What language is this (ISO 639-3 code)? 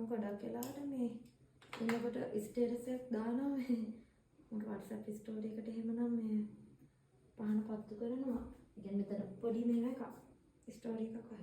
sin